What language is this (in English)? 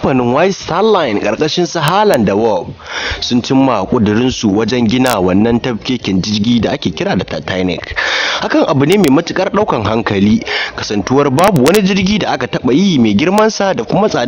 Hausa